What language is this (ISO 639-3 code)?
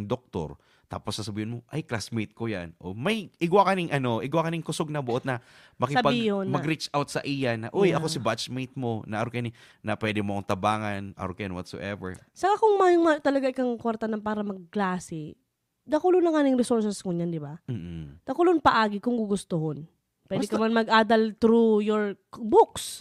bik